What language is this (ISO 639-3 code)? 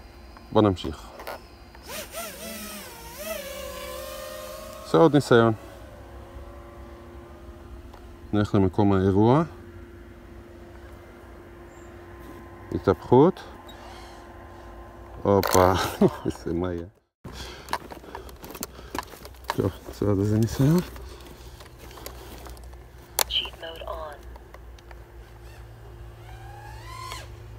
heb